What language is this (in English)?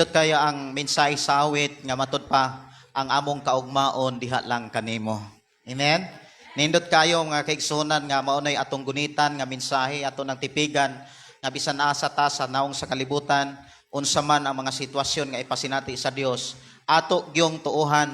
Cebuano